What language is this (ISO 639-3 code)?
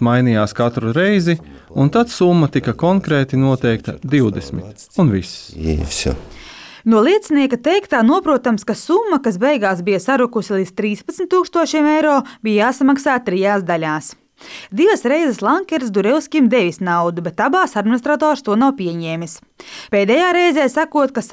lav